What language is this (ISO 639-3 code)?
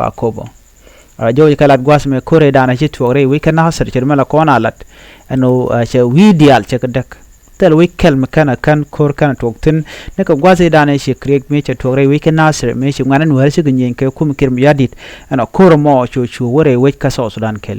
nus